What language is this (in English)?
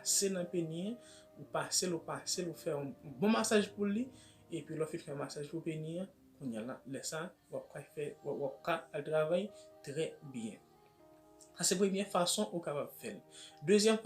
Haitian Creole